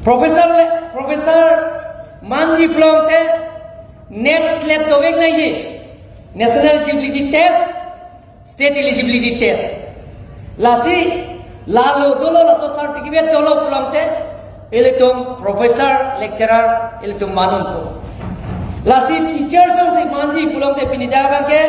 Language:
Karbi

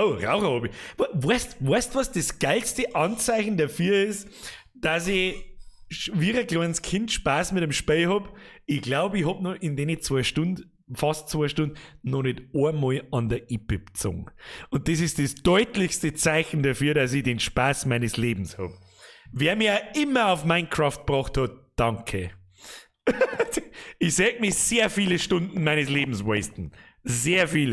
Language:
Bavarian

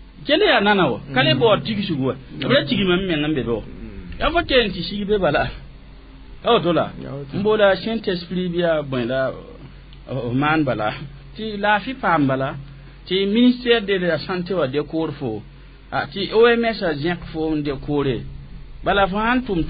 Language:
Mossi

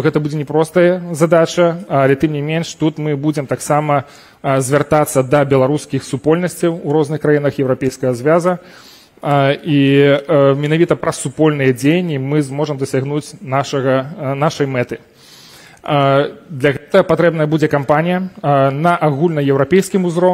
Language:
Belarusian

